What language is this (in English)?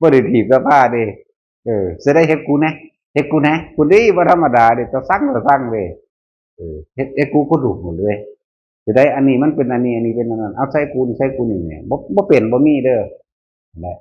Northeastern Thai